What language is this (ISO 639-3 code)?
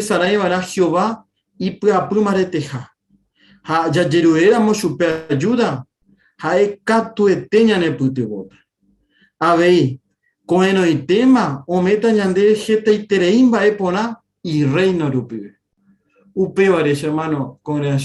grn